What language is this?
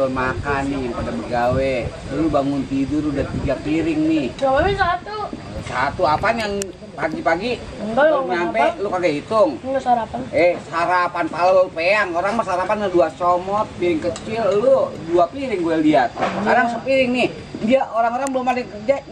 Betawi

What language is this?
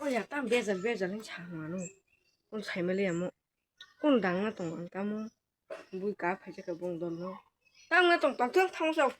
Kok Borok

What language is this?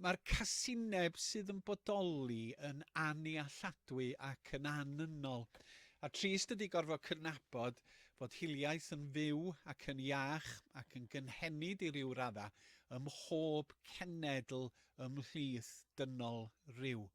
Welsh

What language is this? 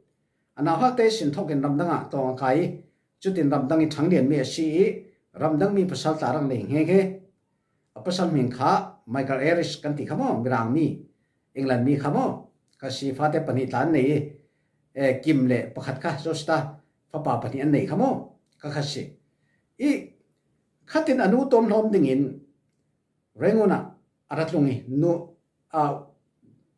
Falam Chin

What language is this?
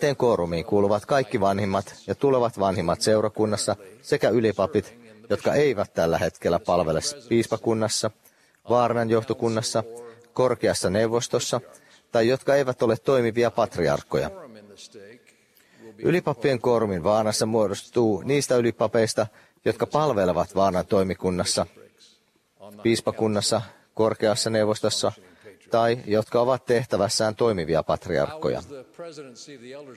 Finnish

